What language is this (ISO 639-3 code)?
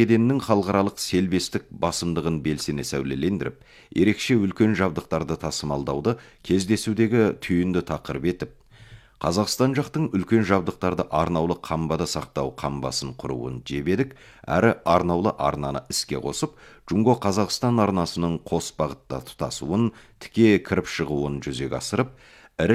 kaz